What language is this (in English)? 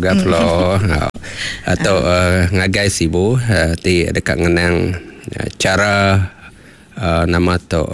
Iban